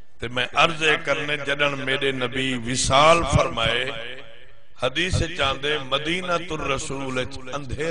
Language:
Saraiki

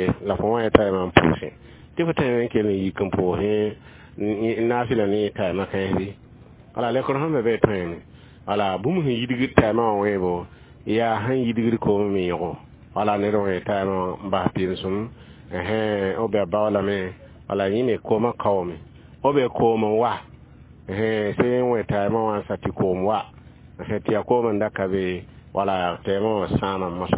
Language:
Mossi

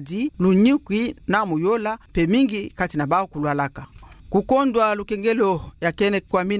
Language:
Kituba (Democratic Republic of Congo)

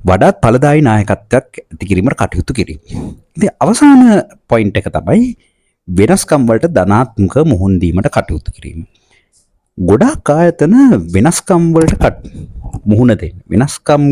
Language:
Sinhala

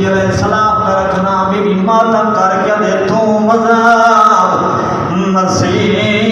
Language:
Saraiki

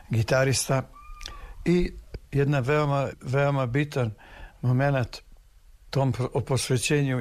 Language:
Serbian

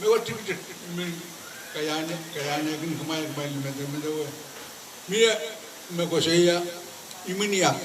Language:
Pohnpeian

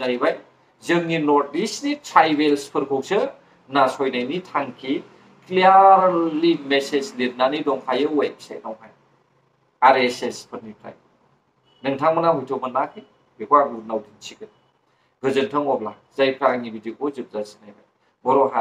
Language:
Bodo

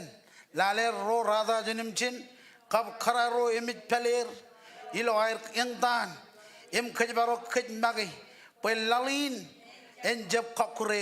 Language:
Marshallese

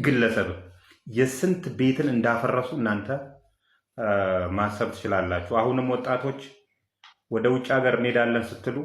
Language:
Amharic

